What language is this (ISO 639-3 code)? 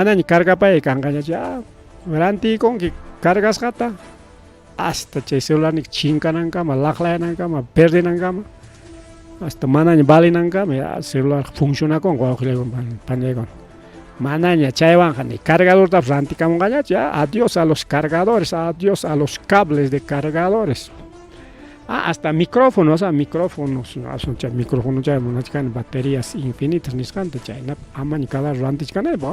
quy